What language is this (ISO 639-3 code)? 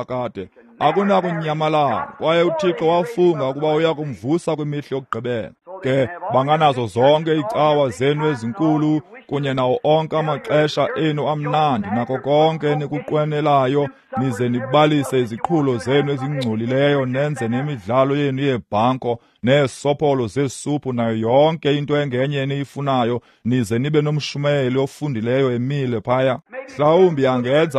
xho